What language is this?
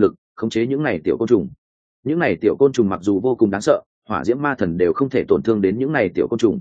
Vietnamese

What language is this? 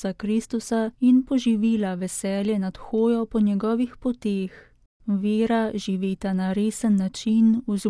Slovenian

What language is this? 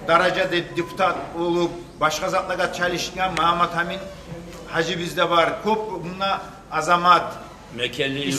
Kumyk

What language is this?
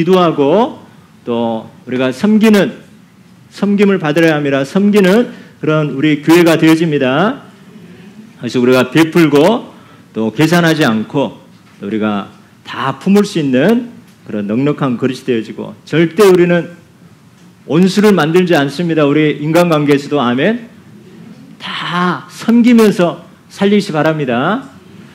Korean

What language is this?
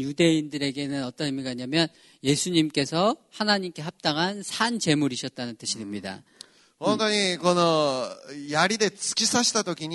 Korean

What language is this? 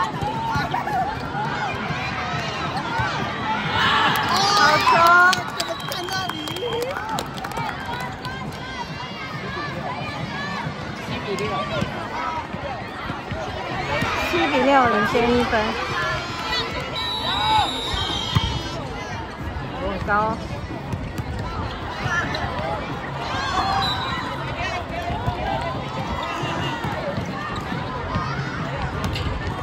Chinese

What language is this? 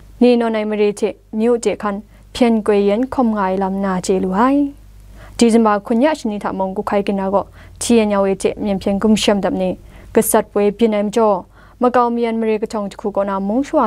Kachin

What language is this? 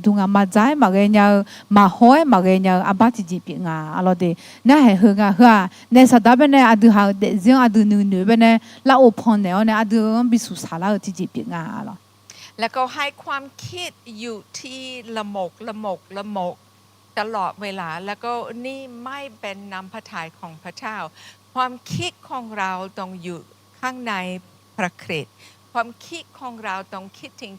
Akha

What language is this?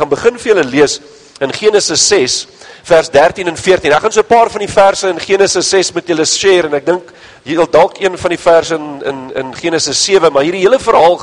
Afrikaans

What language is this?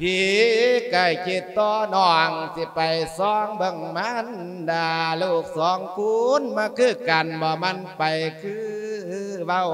Lao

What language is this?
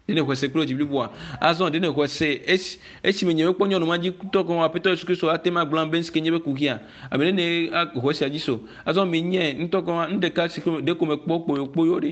Ewe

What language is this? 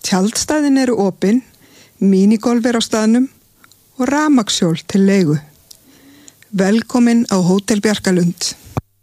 Icelandic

